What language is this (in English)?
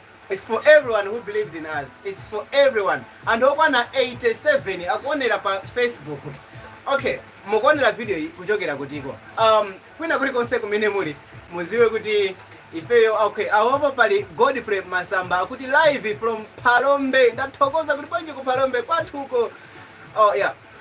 Nyanja